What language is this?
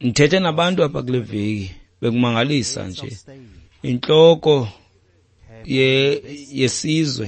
Xhosa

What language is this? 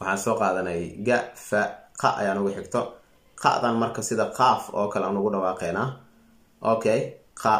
Somali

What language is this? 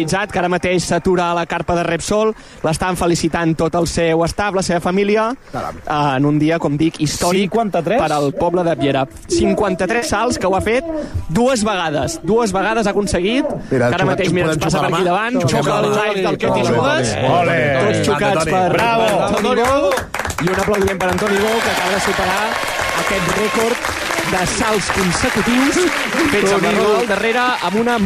Catalan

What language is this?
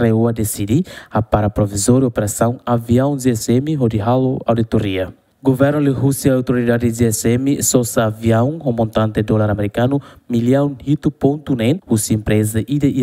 Tetum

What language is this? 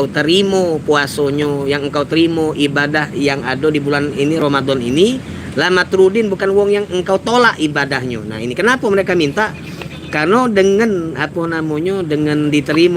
Musi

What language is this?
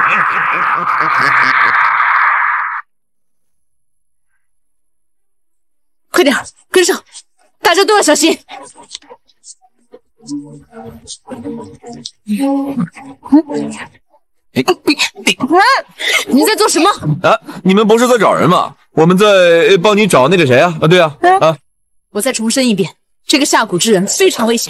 Chinese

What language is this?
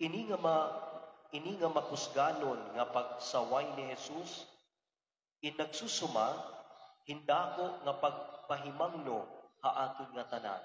Waray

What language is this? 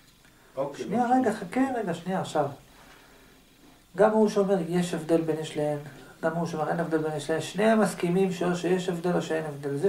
Hebrew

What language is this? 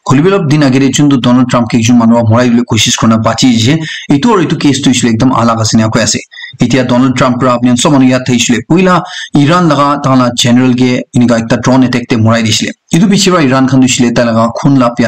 Naga Pidgin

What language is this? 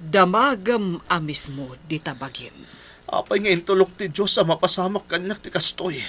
Iloko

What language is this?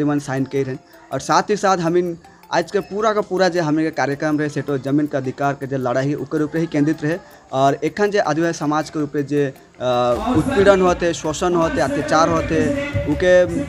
Sadri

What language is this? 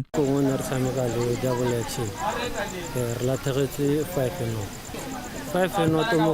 Tswana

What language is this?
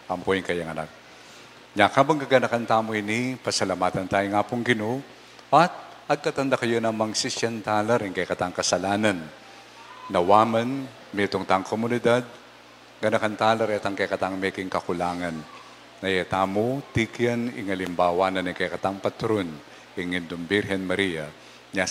Pampanga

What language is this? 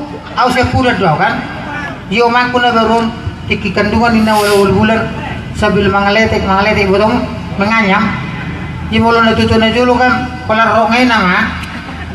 Batak Toba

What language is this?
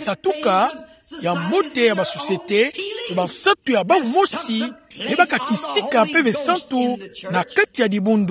Kituba (Democratic Republic of Congo)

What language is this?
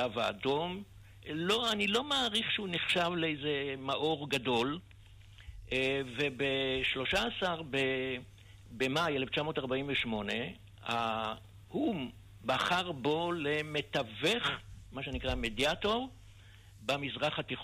Hebrew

